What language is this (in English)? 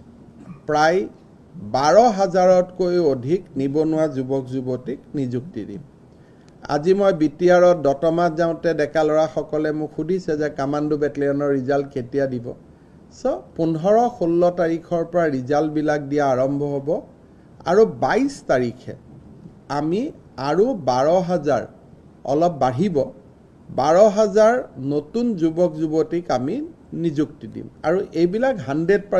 Assamese